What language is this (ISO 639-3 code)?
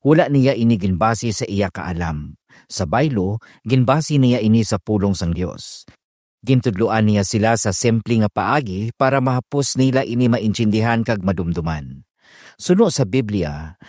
hil